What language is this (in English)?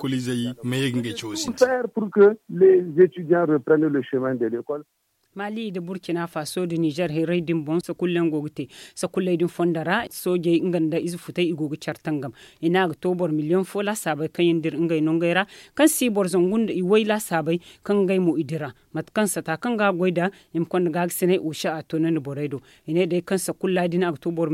Zarma